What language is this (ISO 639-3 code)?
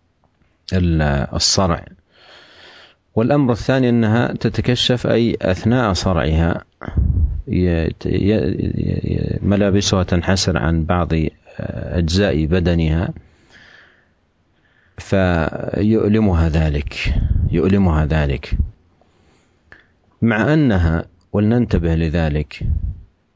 ara